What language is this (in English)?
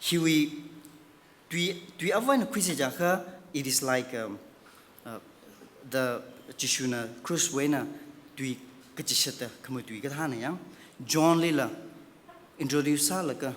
Tangkhul Naga (India)